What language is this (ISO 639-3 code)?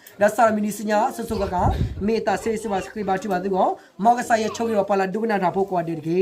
ksw